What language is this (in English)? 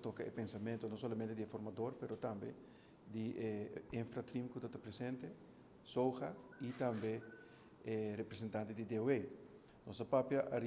Papiamento